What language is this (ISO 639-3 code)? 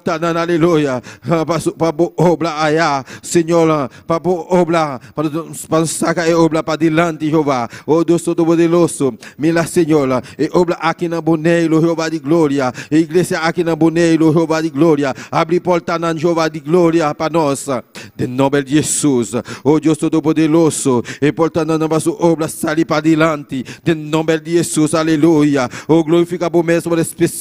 pap